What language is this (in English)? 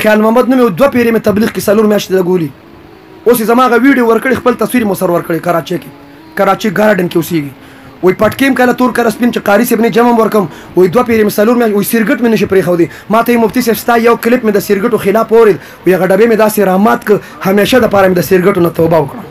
Pashto